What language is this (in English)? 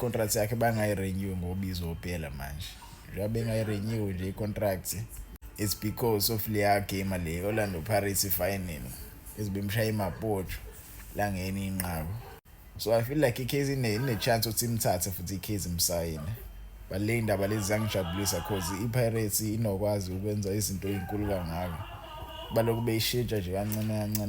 Zulu